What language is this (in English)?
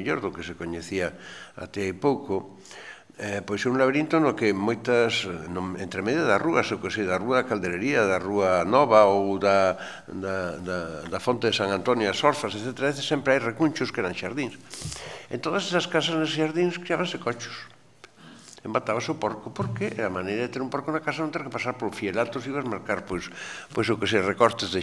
Galician